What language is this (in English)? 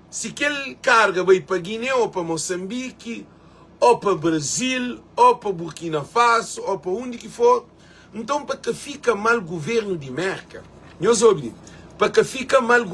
Kabuverdianu